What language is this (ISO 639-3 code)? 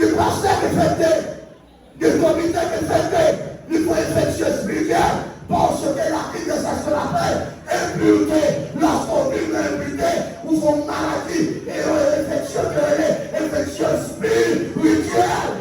hat